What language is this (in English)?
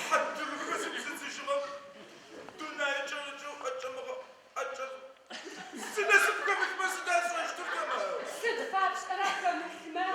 Adyghe